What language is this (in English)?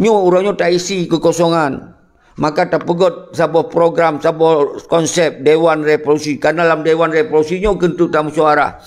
Achinese